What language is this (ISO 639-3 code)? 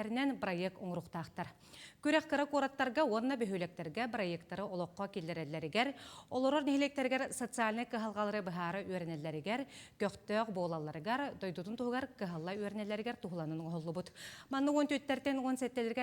sah